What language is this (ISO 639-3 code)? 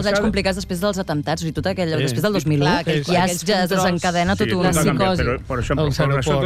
cat